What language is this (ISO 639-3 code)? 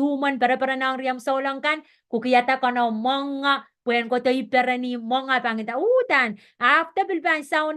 pon